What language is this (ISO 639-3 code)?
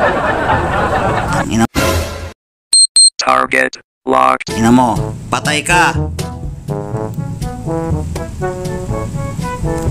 fil